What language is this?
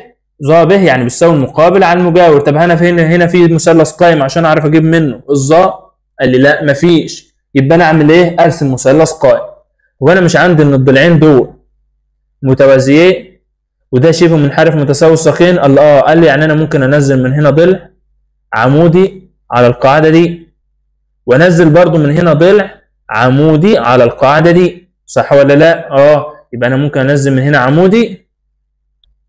Egyptian Arabic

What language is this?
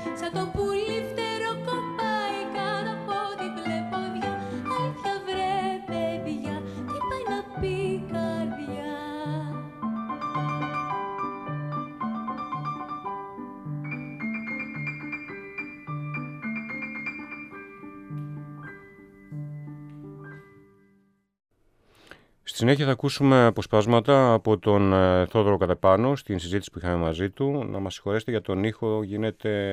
Greek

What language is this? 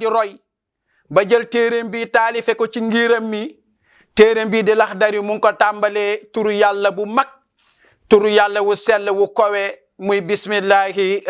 Wolof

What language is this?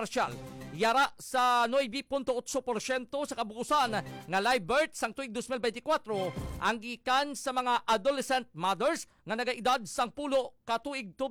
Hiligaynon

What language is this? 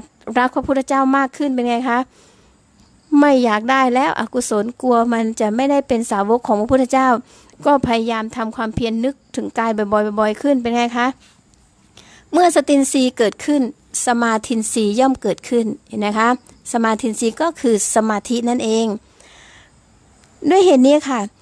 Thai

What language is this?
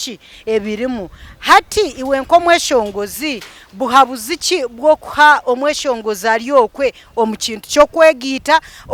Nyankole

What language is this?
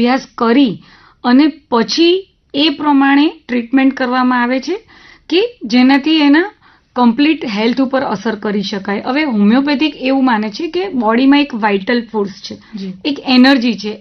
Gujarati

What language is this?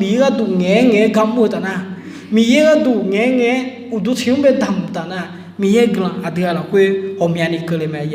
Akha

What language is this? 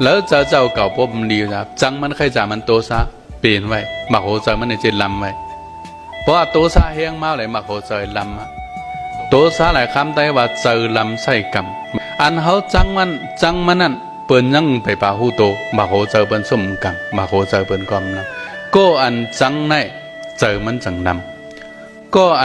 Shan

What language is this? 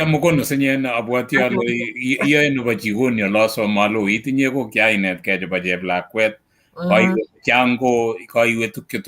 Kalenjin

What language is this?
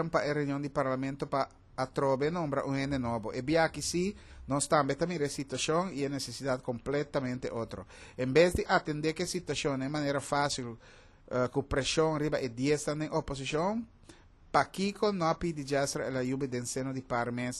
Papiamento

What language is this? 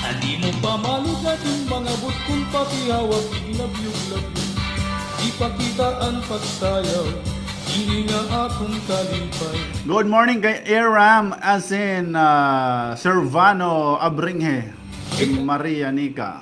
Waray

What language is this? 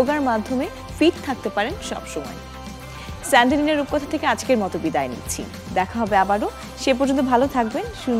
Bangla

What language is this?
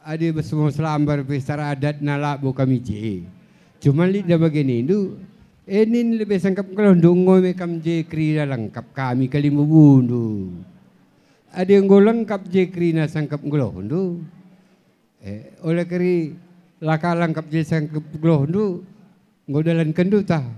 Batak Karo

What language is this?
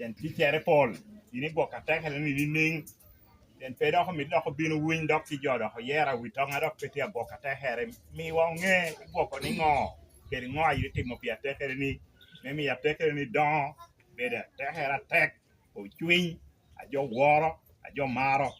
Lango (Uganda)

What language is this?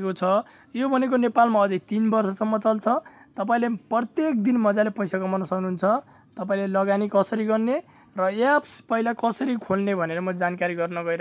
Nepali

